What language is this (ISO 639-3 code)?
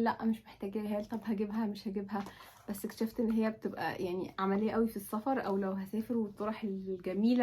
arz